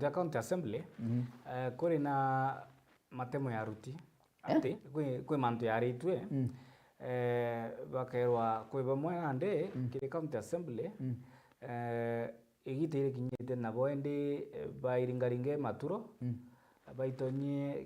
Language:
Meru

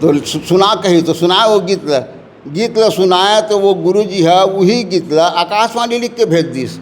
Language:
Chhattisgarhi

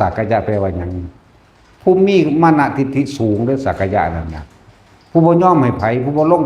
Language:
Northeastern Thai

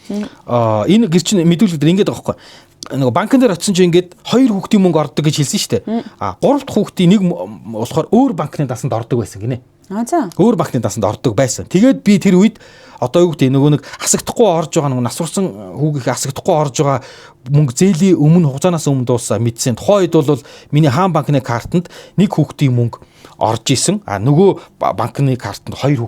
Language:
Mongolian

